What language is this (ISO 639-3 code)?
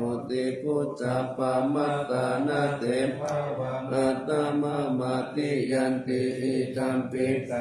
pli